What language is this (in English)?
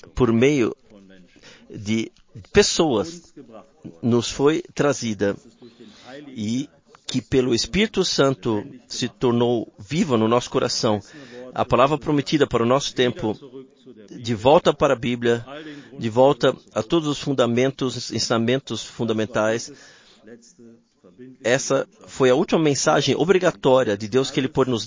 Portuguese